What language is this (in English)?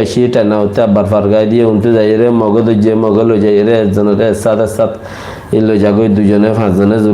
Rohingya